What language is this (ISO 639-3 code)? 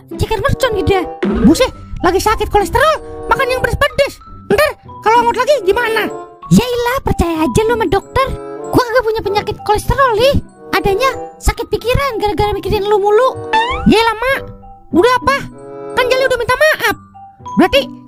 bew